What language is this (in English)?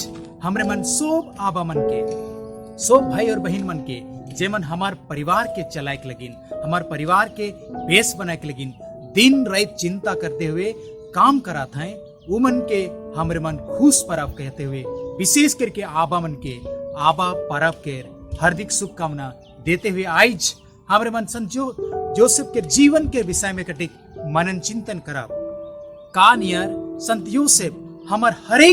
Sadri